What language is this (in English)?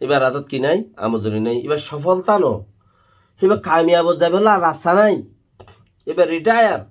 Rohingya